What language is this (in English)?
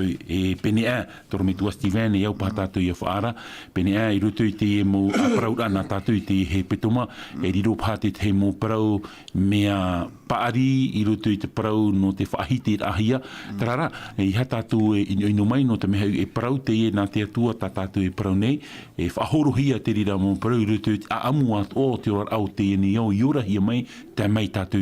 Tahitian